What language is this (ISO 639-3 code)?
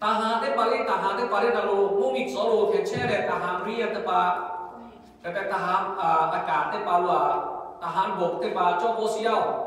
lhu